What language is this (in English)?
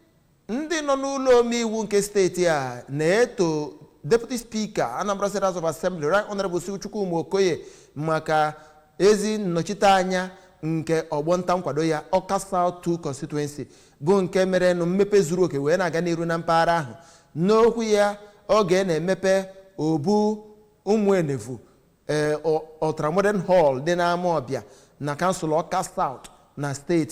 Igbo